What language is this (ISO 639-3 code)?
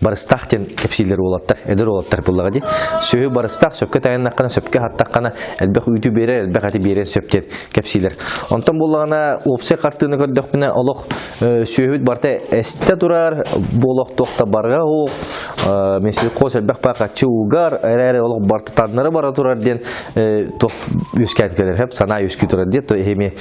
sah